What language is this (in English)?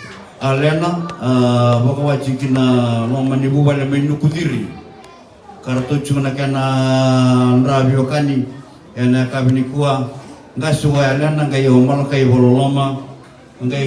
Fijian